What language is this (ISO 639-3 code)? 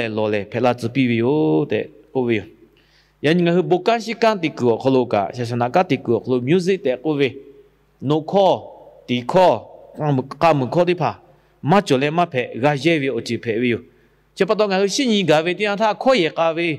lhu